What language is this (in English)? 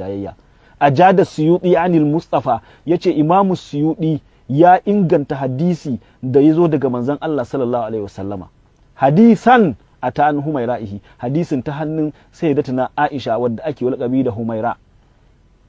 Hausa